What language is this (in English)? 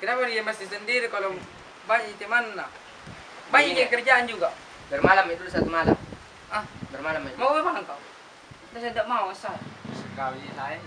Makassar Malay